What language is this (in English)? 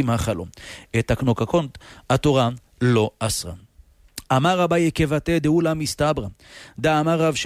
Hebrew